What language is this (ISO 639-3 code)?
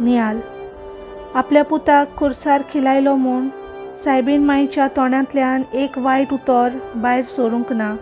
kok